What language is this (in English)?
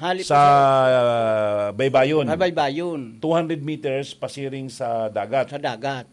Bikol